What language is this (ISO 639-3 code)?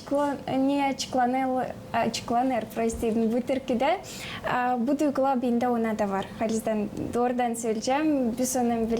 gag